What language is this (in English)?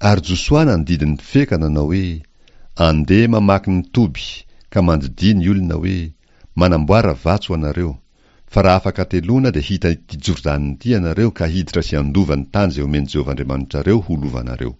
Malagasy